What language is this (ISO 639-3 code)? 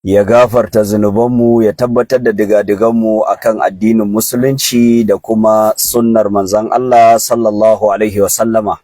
hau